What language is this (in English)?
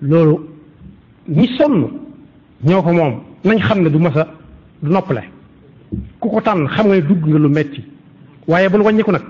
Wolof